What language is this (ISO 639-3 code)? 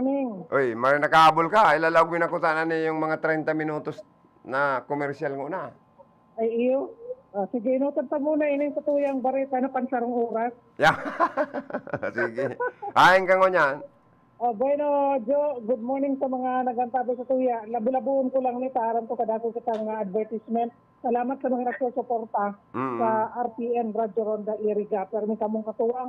bik